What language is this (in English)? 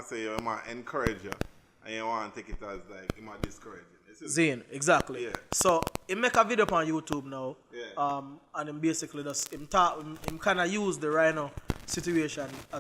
Jamaican Creole English